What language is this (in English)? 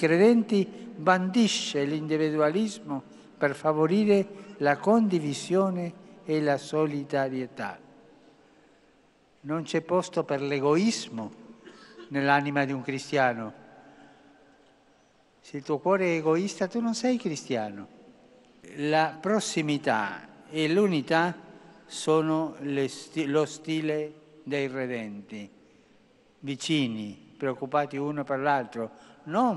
Italian